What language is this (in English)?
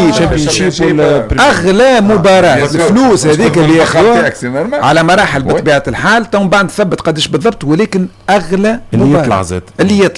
Tunisian Arabic